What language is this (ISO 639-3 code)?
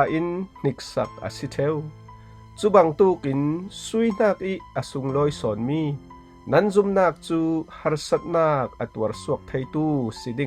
cfm